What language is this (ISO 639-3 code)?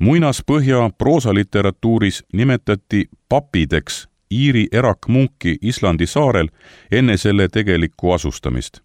est